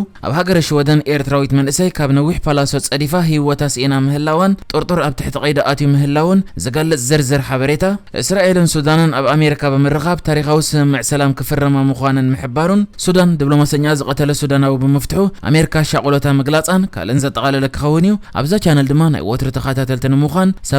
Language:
Tigrinya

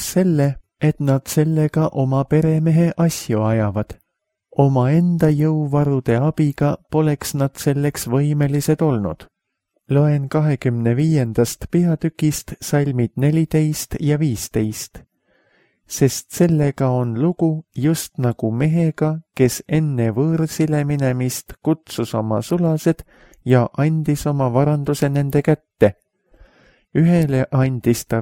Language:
Estonian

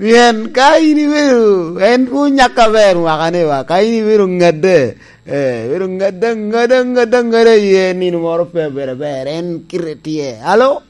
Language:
Lango (Uganda)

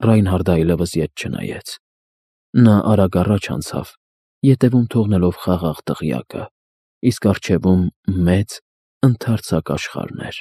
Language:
Armenian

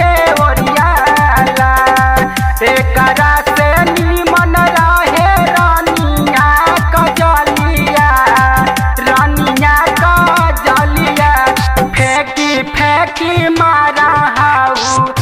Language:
Magahi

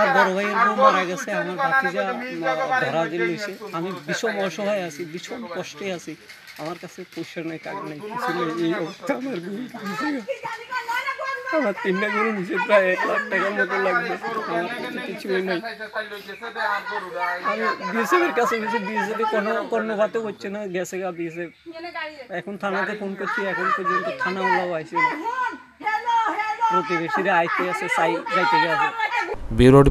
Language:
Bangla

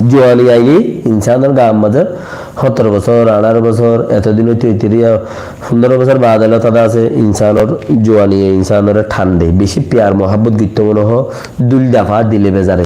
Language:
Rohingya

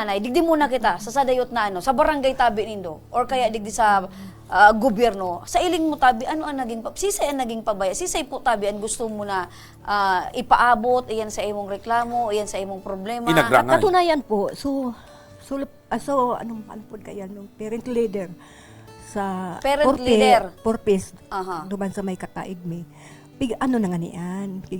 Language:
Bikol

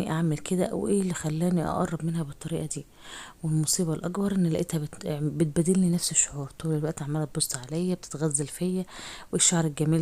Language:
Egyptian Arabic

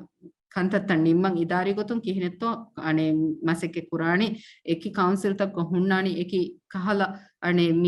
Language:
Divehi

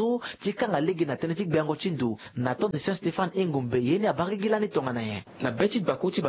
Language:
Sango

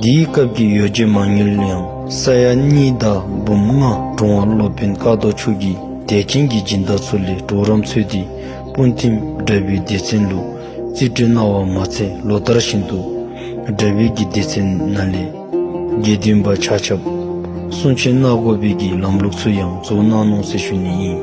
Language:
Dzongkha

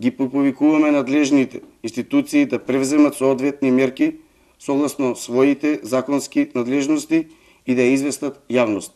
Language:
Macedonian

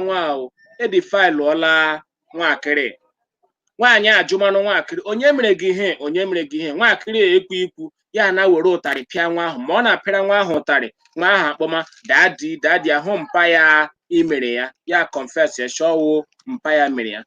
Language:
Igbo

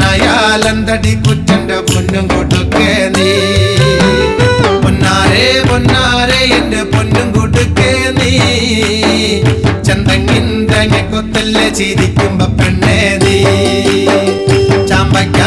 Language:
Malayalam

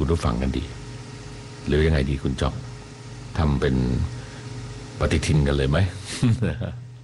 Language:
Thai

